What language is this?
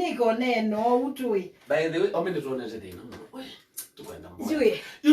Kamba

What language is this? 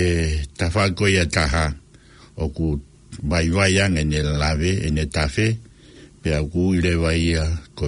Tongan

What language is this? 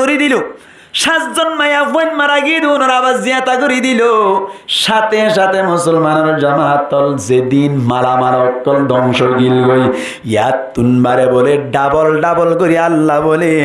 Rohingya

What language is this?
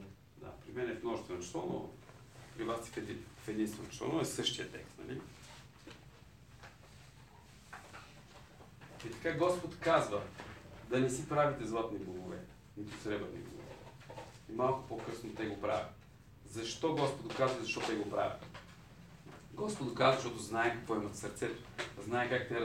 Bulgarian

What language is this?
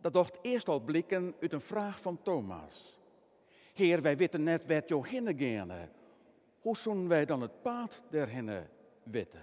Western Frisian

